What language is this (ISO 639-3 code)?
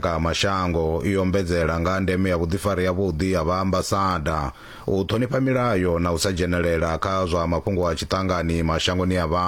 ven